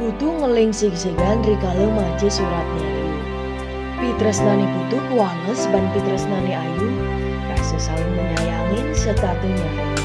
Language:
Balinese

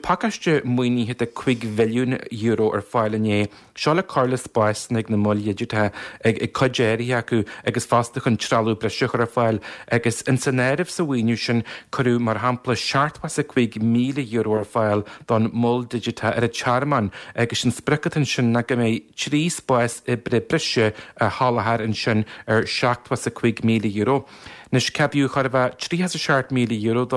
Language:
Irish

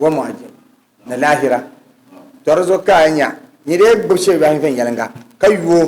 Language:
Dagbani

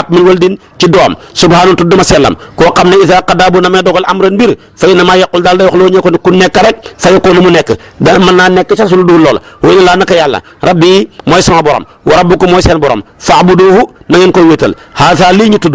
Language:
Wolof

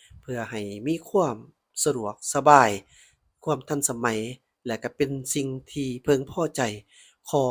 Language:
Lao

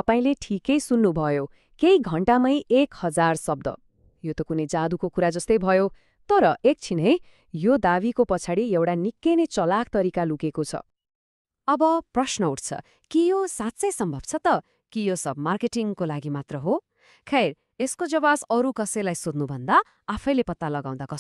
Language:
Nepali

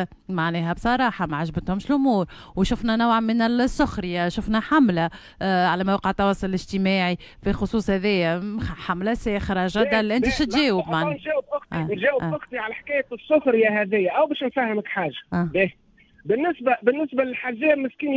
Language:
Tunisian Arabic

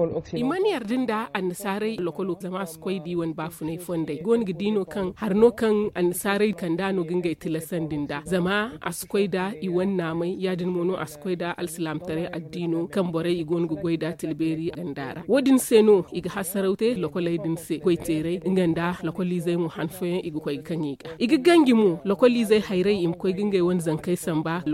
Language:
Zarma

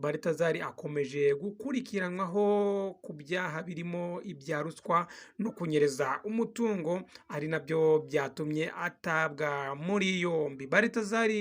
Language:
Kinyarwanda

